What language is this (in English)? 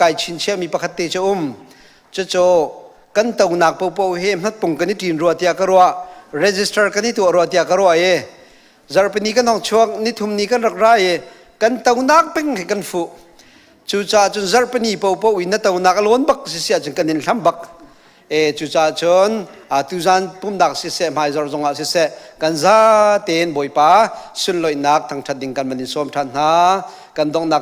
Hakha Chin